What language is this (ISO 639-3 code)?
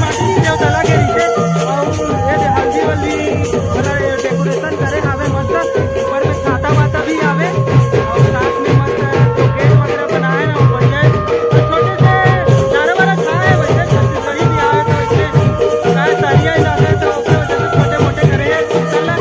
hne